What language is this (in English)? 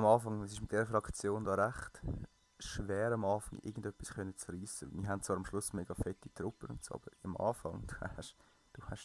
Swiss German